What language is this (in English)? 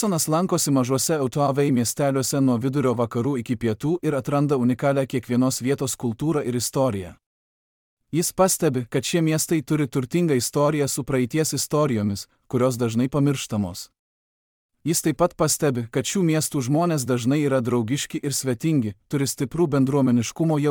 Lithuanian